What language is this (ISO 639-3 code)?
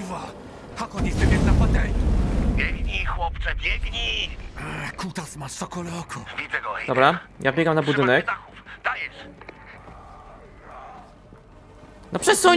pol